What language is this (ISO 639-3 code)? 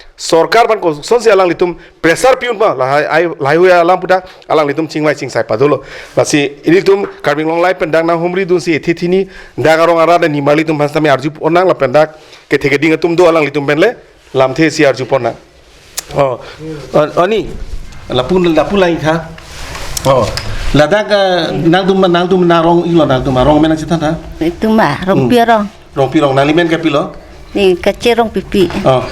mjw